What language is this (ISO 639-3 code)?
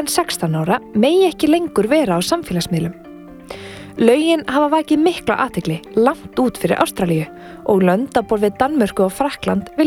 isl